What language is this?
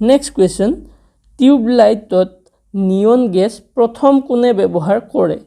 Assamese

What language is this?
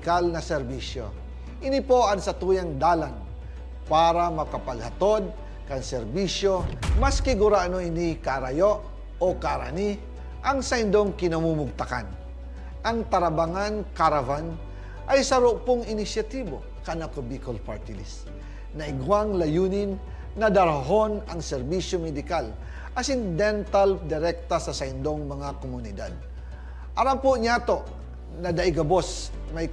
Bikol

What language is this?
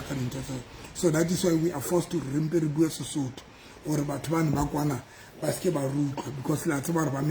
Southern Sotho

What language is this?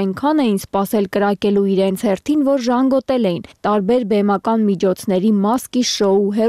Armenian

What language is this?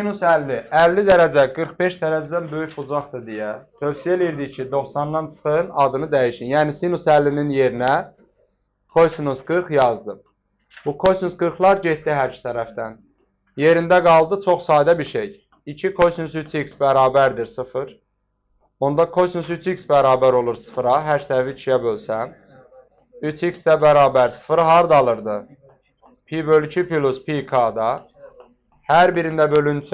Azerbaijani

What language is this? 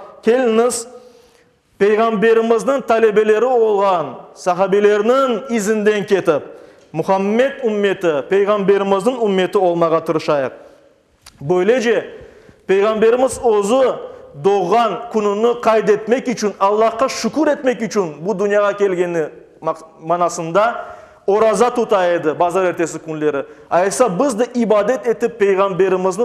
Crimean Tatar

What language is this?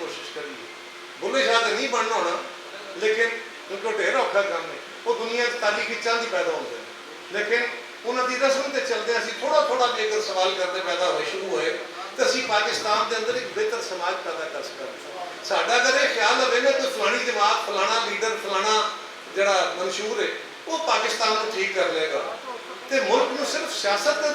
Western Panjabi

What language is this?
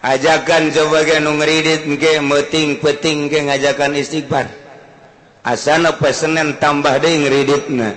Sundanese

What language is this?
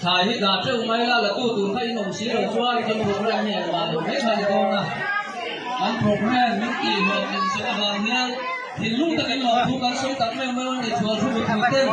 Mizo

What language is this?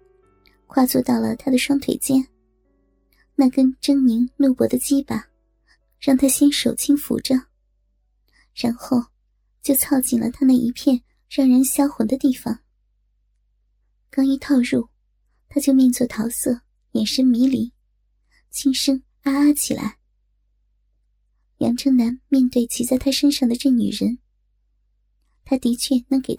Chinese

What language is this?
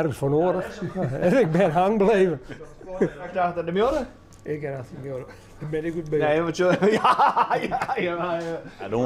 Western Frisian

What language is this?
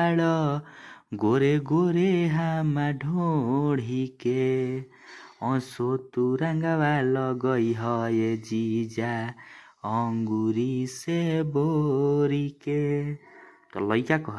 Bhojpuri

